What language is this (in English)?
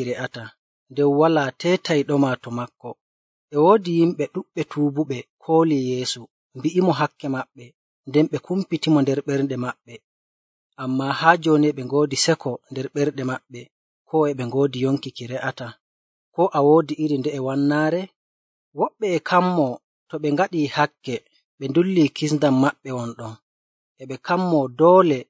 Nigerian Fulfulde